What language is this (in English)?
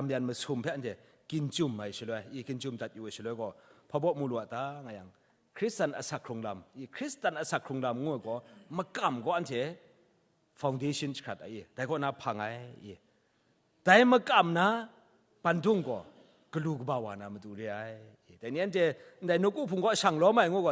Kachin